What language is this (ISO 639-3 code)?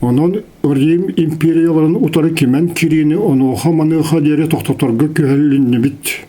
sah